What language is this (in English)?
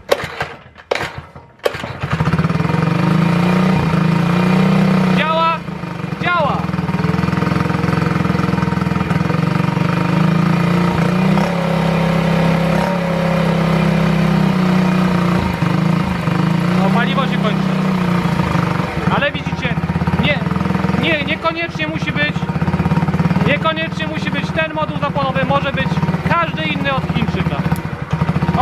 Polish